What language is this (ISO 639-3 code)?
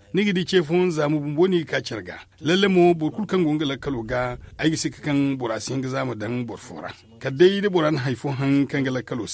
dje